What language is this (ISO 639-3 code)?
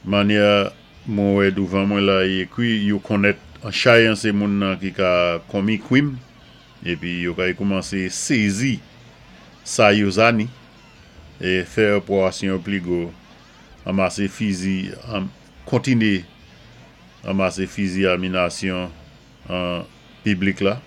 acf